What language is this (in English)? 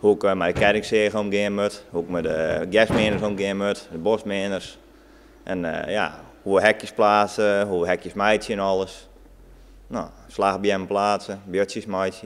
Western Frisian